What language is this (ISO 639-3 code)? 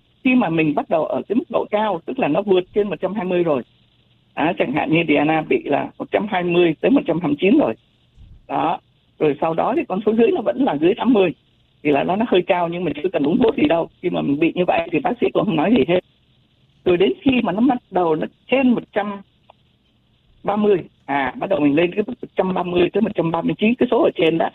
vie